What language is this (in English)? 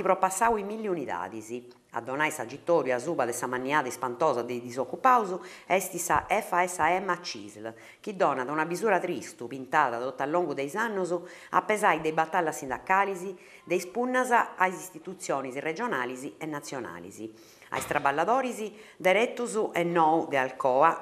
Sardinian